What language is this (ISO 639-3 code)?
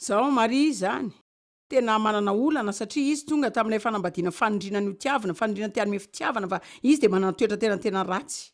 mlg